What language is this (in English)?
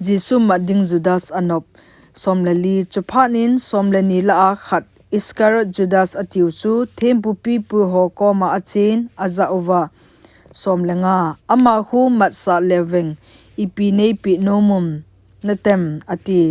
Thado Chin